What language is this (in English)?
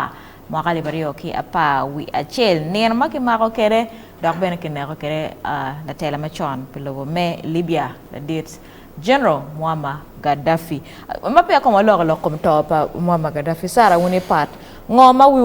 Acoli